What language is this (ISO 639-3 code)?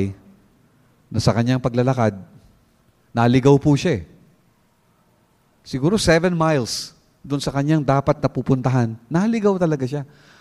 fil